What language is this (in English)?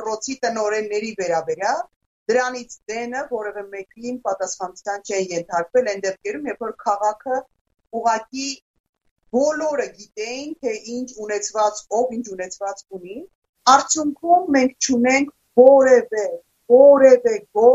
Armenian